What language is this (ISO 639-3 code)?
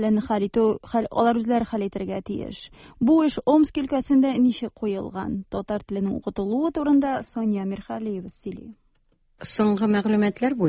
tat